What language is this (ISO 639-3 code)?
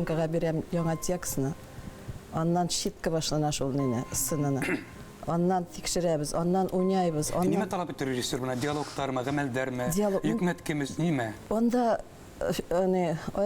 bak